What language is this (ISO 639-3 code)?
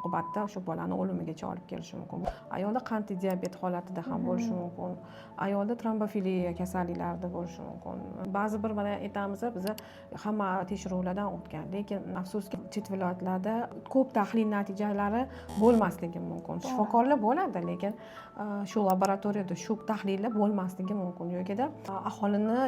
uzb